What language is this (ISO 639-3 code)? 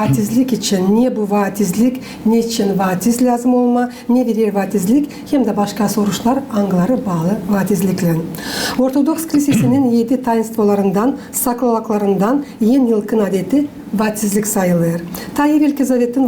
gag